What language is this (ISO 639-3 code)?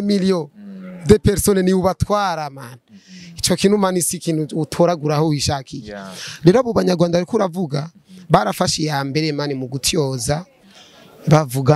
run